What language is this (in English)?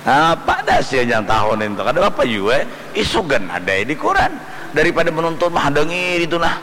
Banjar